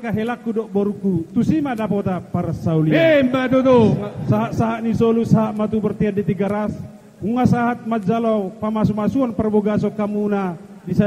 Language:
Batak Toba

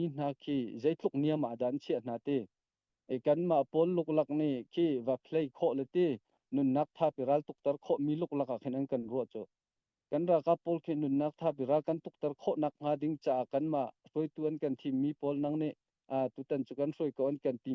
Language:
Hakha Chin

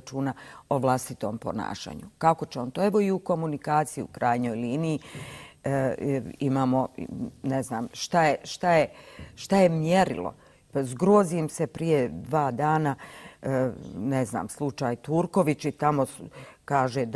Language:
Bosnian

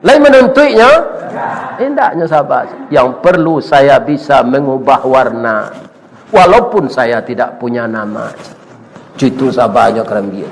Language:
Minangkabau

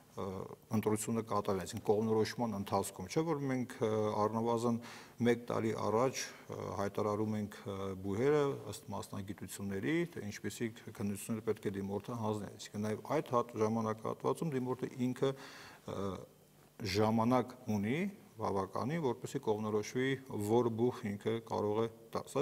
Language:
Armenian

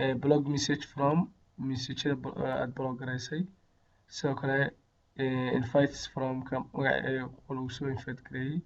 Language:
Somali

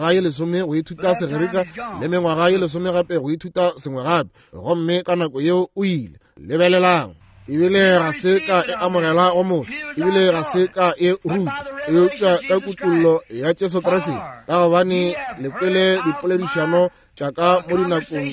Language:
Northern Sotho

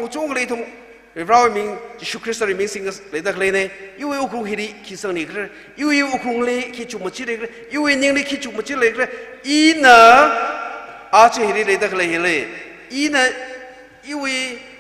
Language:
Tangkhul Naga (India)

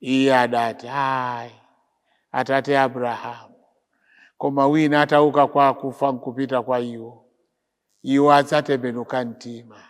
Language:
Nyanja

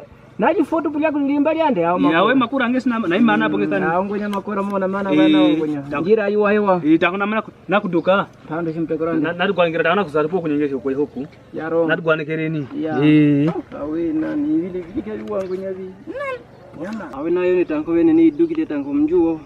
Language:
Kwangali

